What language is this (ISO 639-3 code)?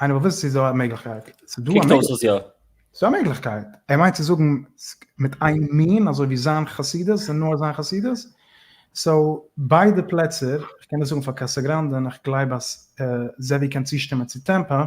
yid